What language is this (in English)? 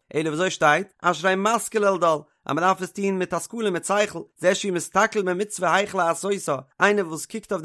Yiddish